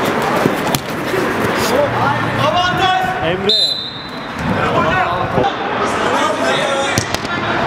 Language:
Turkish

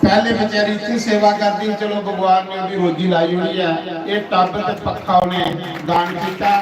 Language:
Dogri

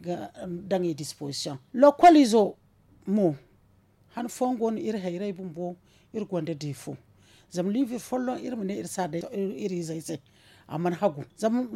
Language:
Zarma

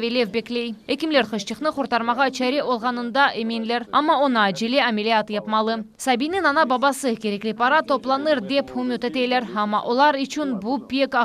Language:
Crimean Tatar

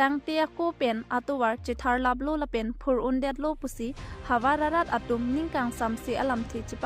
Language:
Karbi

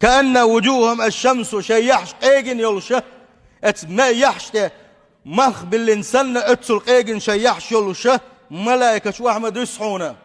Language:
Chechen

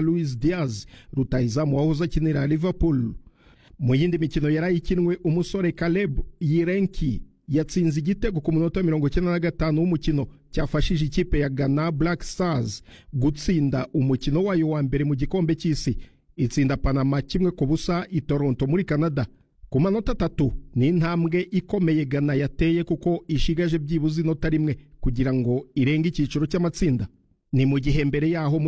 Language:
Kinyarwanda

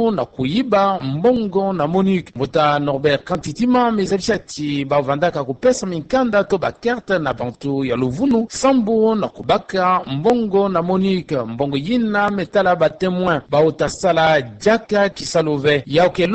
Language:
Kituba (Democratic Republic of Congo)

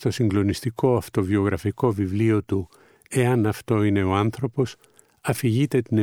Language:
Greek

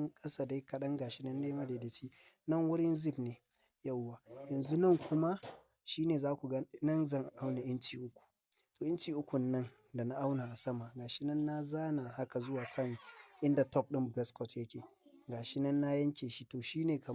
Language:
Hausa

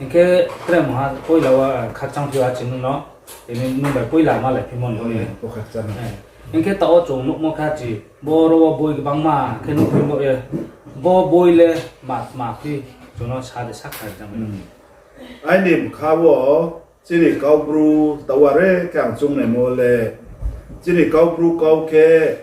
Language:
Riang (India)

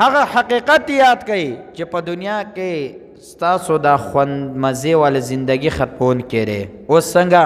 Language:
Pashto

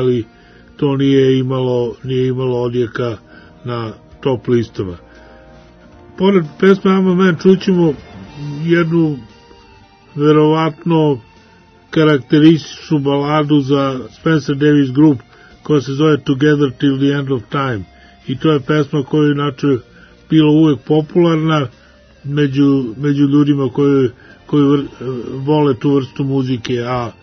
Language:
Serbian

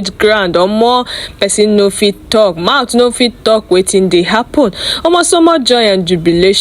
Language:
Nigerian Pidgin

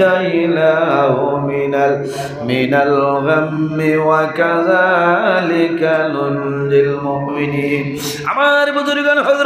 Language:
Sylheti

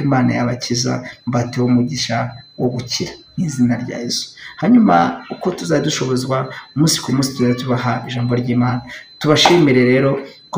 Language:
Kinyarwanda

